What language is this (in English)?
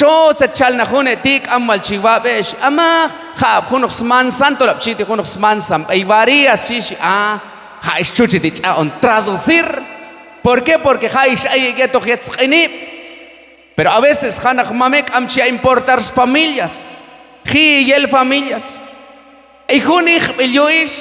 Q'anjob'al